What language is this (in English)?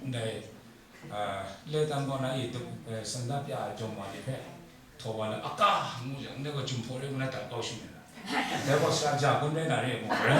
Kachin